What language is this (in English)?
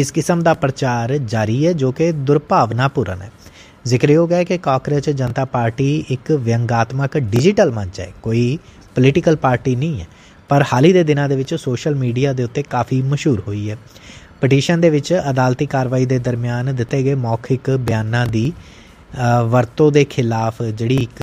Punjabi